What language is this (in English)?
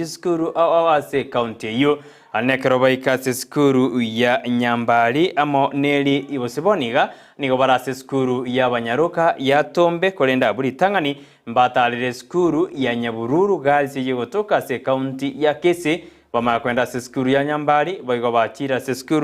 Gusii